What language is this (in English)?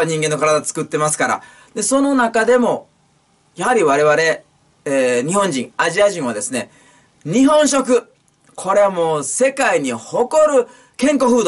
Japanese